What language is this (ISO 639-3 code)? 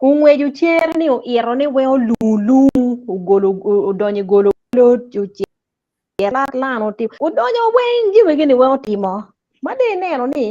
ach